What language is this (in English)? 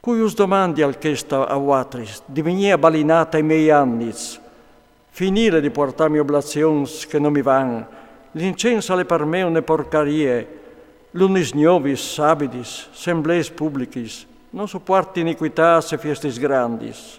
Friulian